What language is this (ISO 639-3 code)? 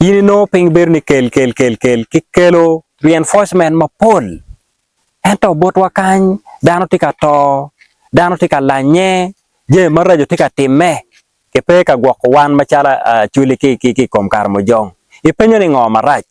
ach